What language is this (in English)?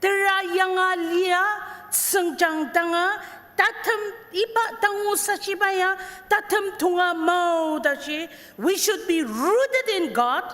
Ao Naga